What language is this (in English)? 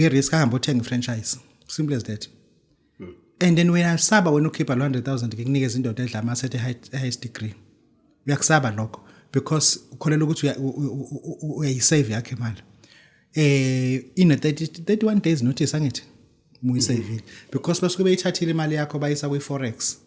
Zulu